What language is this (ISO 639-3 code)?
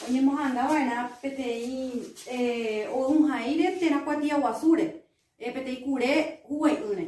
grn